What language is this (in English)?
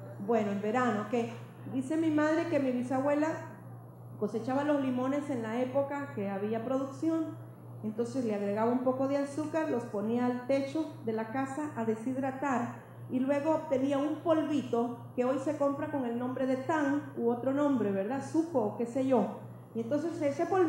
Spanish